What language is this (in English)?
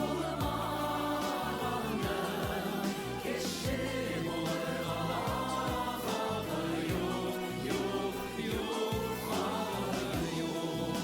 Bashkir